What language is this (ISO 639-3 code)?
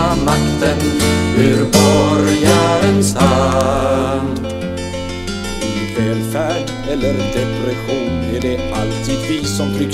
swe